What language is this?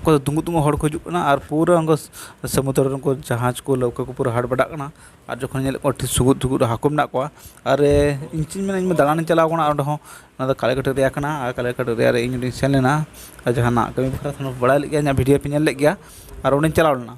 Santali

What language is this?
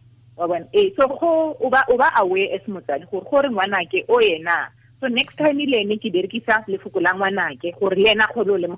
Tswana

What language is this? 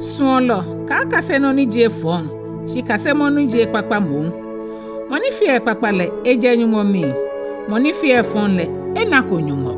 Ga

